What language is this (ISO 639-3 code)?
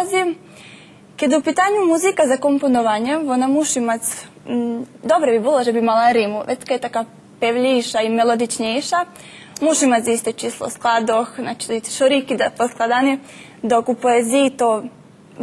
rue